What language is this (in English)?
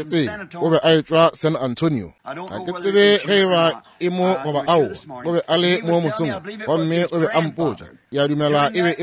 Northern Sotho